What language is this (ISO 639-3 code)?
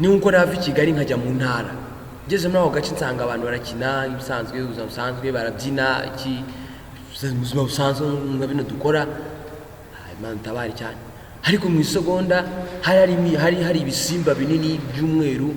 kin